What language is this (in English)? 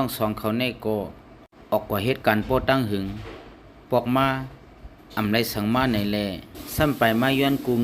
Shan